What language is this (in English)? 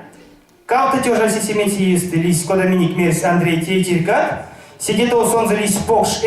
Erzya